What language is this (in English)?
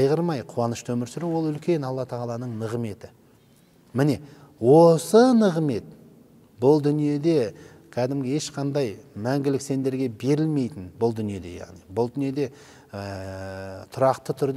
Kazakh